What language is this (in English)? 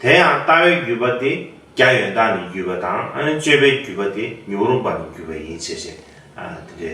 Tibetan